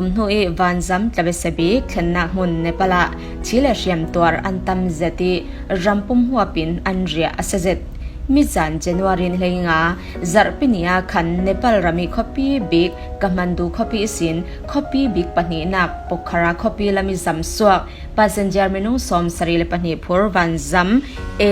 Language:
Falam Chin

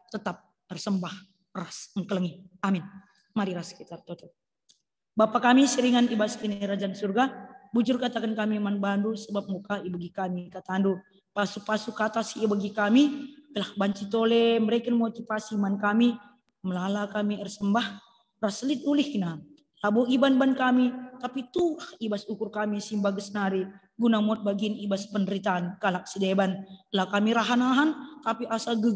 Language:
Batak Karo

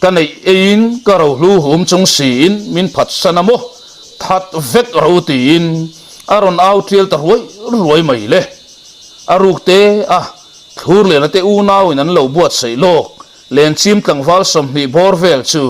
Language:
Mizo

